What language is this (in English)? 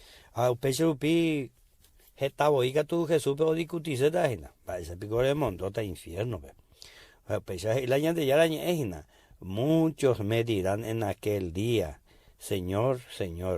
Guarani